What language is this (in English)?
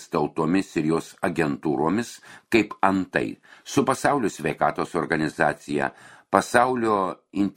Lithuanian